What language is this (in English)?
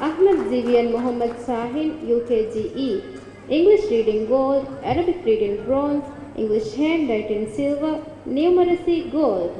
Divehi